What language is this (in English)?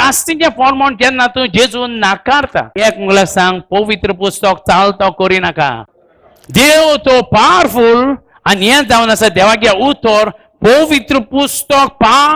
Konkani